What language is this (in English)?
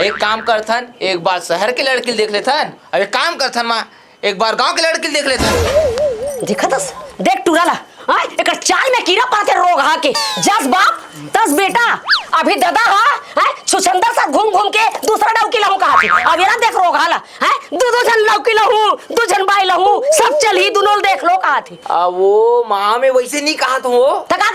Chhattisgarhi